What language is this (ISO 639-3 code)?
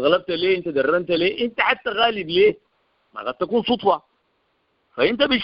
apd